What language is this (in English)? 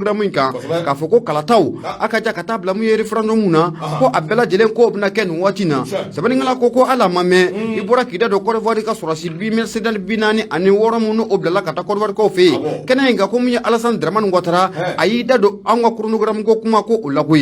Bambara